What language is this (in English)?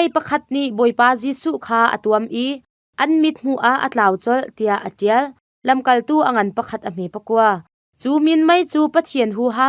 Hakha Chin